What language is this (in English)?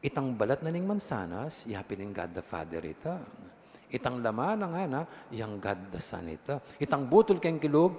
Pampanga